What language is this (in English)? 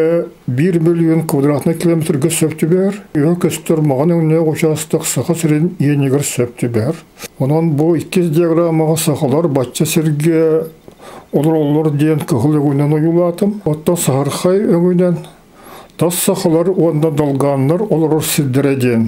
Yakut